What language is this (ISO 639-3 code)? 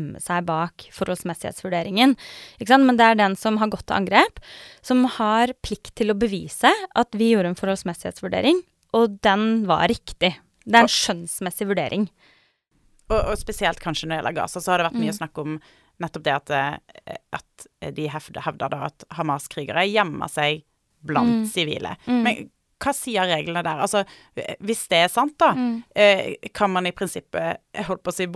nor